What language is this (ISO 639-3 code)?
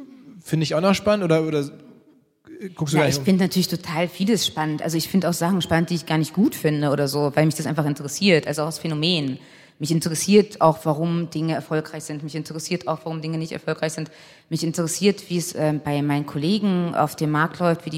deu